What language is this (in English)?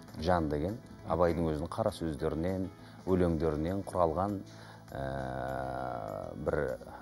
Kazakh